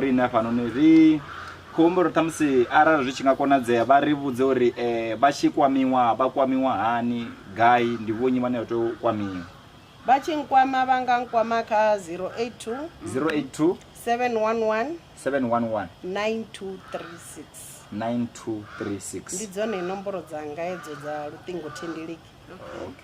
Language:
Venda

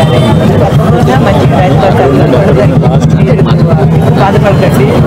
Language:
Telugu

